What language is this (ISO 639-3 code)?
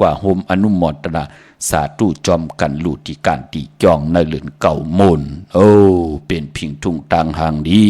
shn